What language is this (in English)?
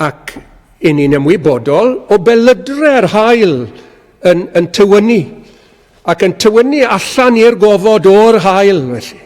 Welsh